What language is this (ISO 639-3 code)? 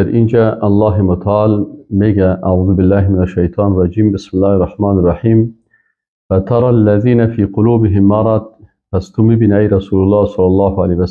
fas